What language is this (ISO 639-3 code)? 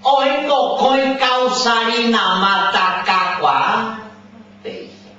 grn